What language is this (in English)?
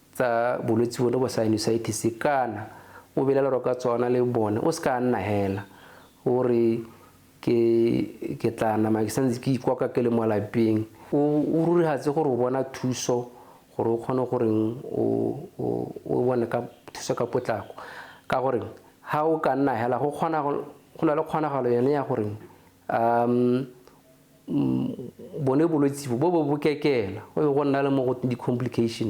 Tswana